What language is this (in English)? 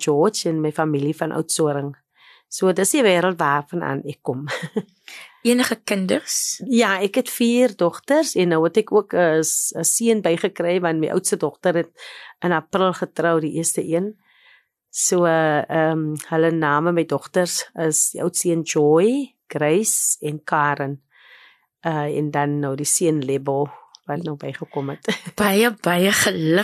Afrikaans